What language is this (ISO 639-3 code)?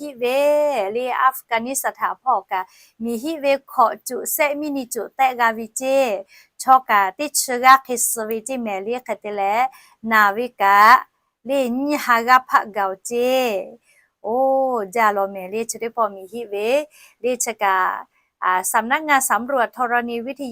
lhu